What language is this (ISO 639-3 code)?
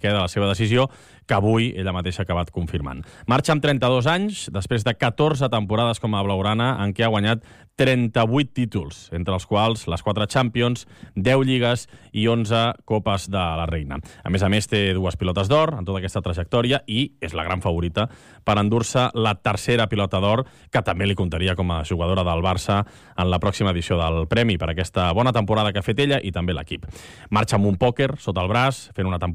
cat